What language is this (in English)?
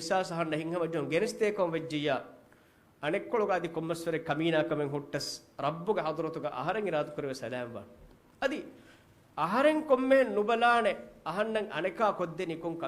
Divehi